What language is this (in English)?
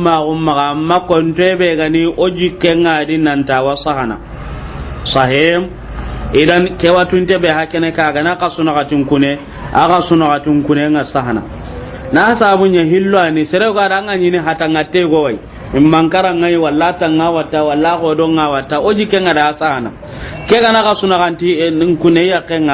Soninke